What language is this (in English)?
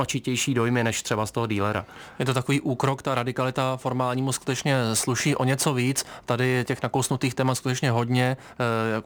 Czech